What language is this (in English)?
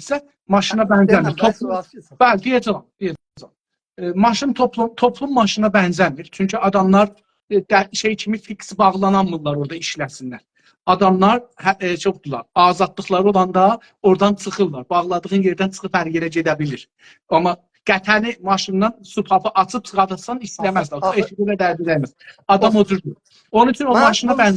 South Azerbaijani